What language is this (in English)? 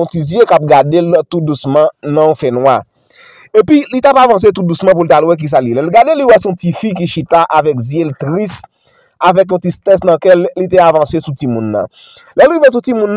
Haitian Creole